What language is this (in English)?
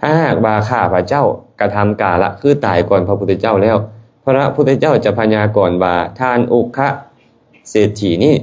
Lao